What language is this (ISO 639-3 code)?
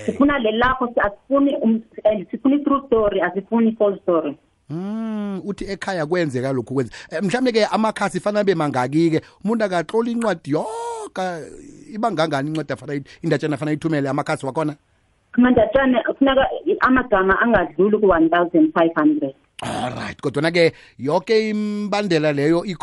nbl